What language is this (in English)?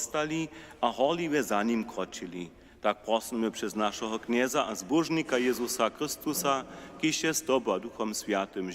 Upper Sorbian